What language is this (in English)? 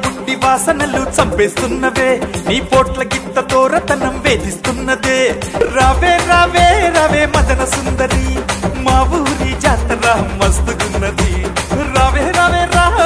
Telugu